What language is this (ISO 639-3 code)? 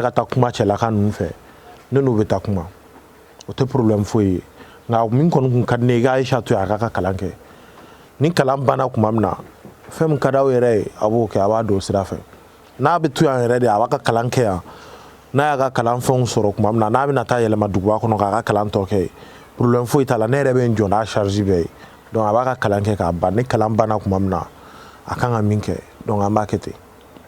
bam